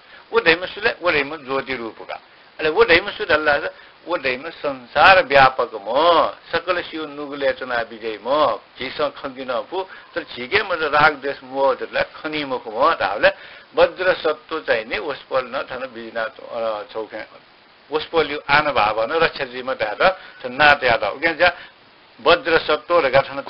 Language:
Newari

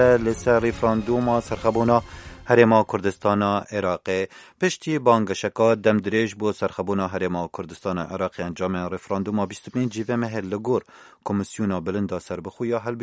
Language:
Kurdish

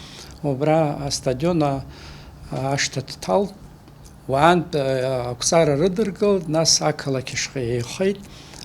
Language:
Abkhazian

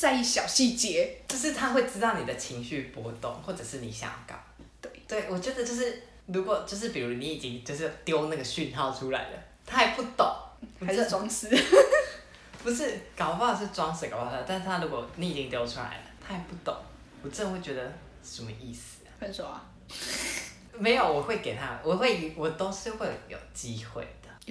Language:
Chinese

